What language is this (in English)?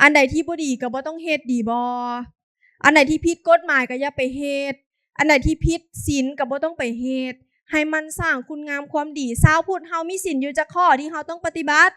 Lao